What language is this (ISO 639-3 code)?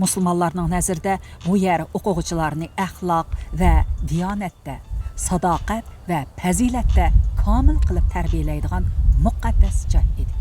uig